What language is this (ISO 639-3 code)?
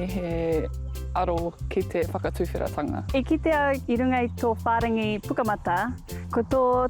mri